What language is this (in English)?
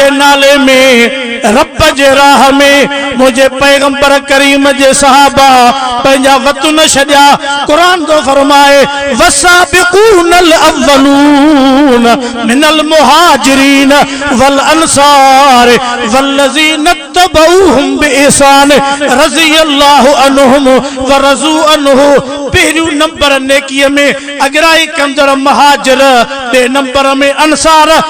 Sindhi